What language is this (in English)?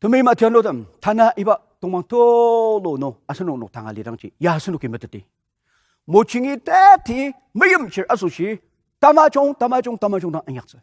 Ao Naga